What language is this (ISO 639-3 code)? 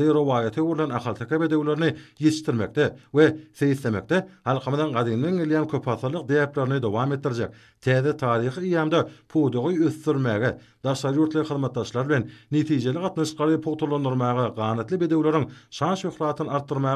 tuk